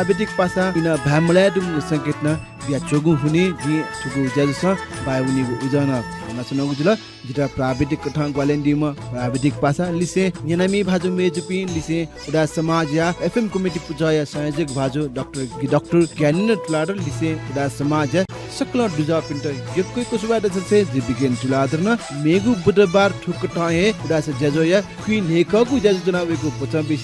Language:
Newari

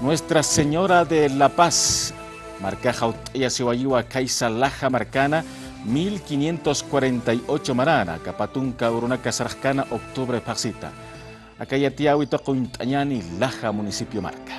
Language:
Aymara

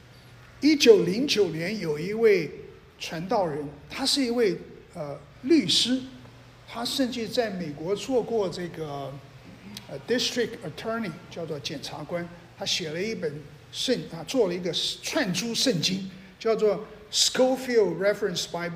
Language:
Chinese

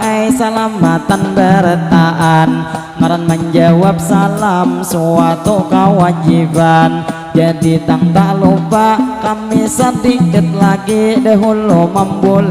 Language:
Banjar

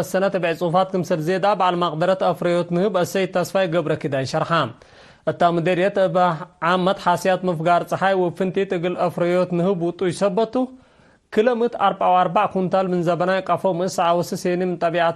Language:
Tigre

